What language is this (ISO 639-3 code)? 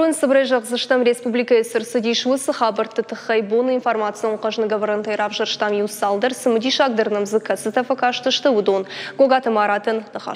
oss